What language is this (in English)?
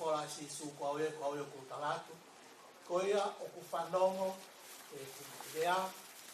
Tongan